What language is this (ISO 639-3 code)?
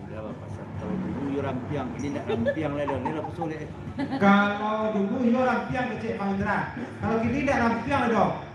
min